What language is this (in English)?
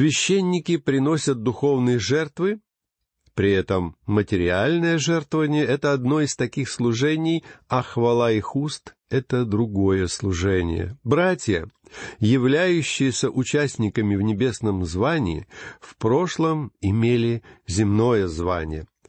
Russian